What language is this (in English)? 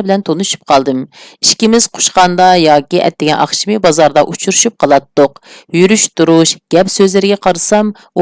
Uyghur